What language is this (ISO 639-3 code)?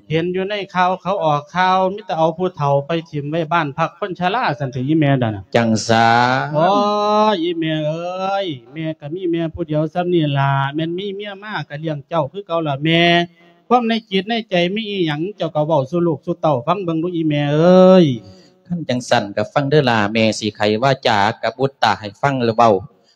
lao